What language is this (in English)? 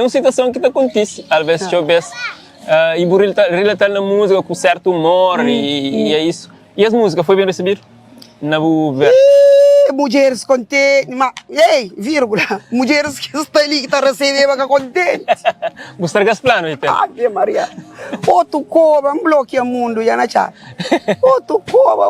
Kabuverdianu